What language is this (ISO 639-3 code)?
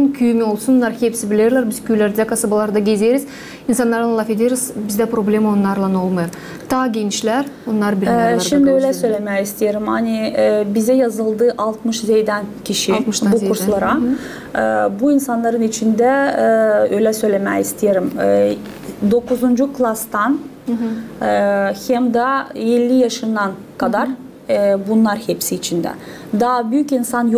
gag